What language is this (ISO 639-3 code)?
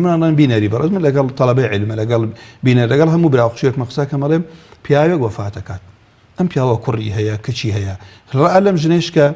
ckb